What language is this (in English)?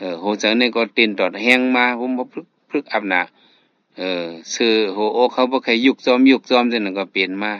Shan